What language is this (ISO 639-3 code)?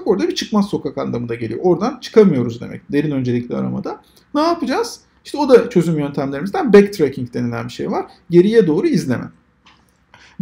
tur